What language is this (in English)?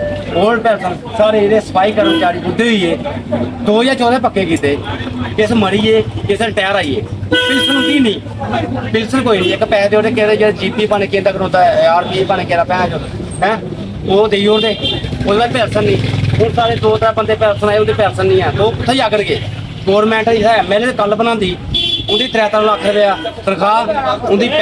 Dogri